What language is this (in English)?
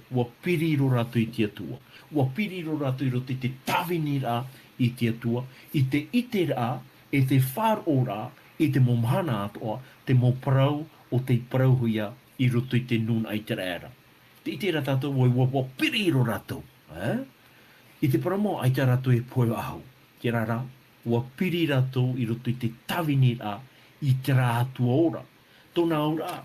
Tahitian